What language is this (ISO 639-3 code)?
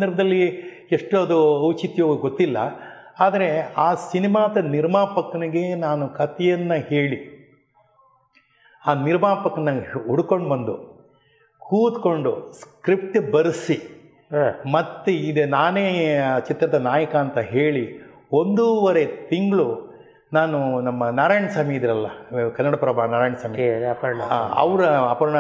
kan